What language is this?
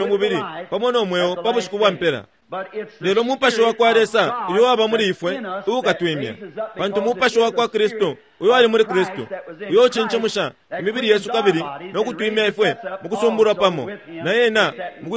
Bemba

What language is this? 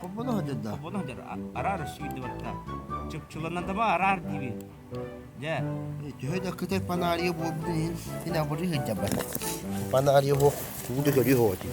Yakut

